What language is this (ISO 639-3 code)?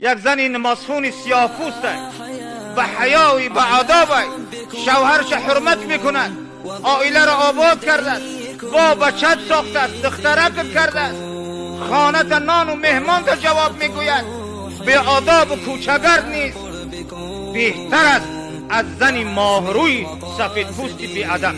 tgk